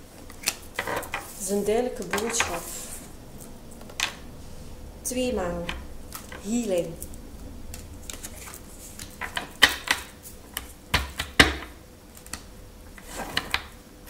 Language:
Dutch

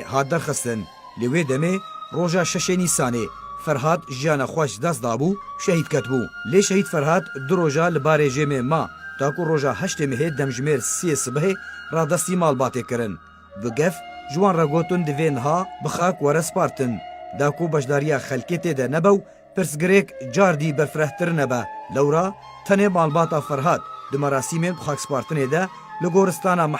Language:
Kurdish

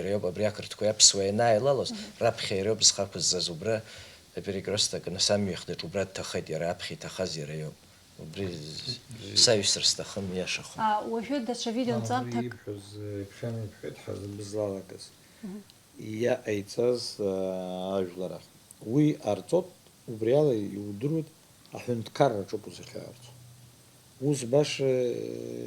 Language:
Abkhazian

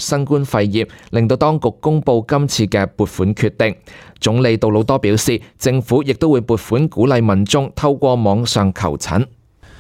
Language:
Cantonese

